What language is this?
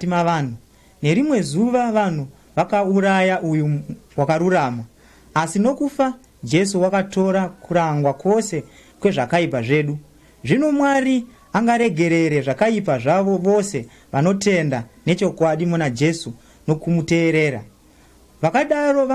Shona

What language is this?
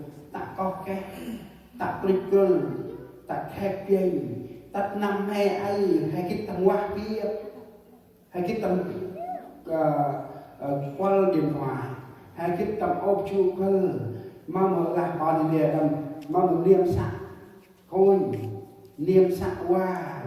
Central Mnong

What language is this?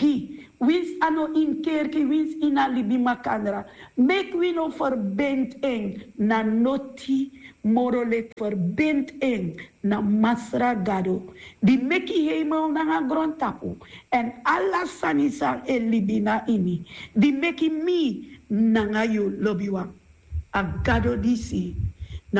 Sranan Tongo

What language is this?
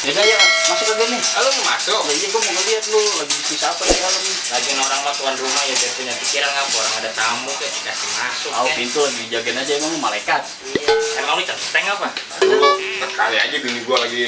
Betawi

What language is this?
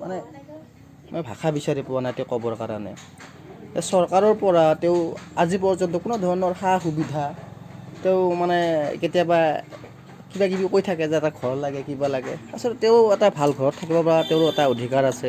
Assamese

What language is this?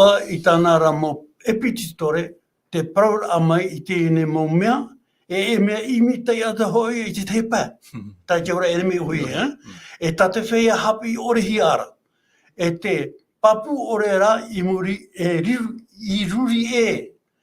Tahitian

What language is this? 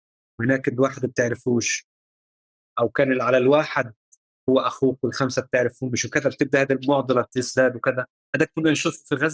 North Levantine Arabic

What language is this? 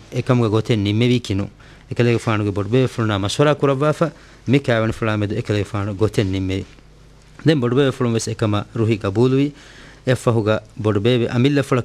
Divehi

